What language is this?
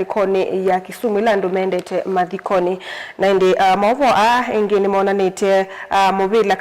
Kamba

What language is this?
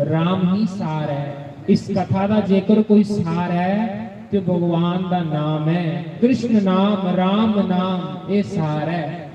Dogri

